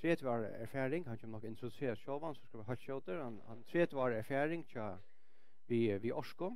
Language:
Faroese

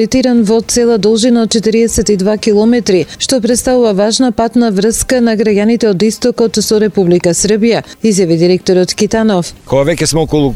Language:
Macedonian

